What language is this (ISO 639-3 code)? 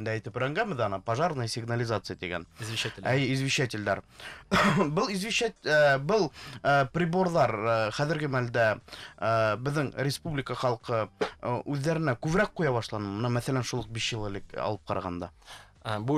bak